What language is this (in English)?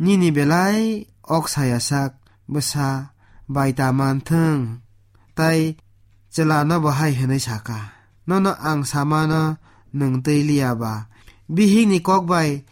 Kok Borok